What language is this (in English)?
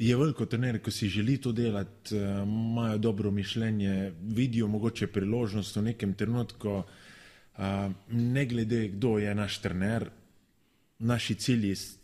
Slovenian